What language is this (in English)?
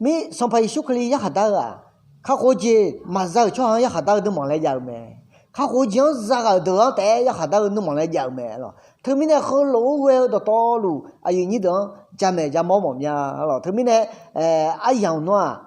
Akha